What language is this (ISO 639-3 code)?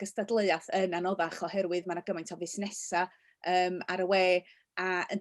cym